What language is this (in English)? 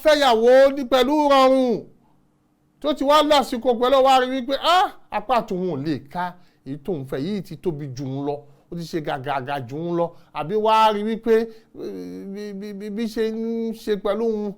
Yoruba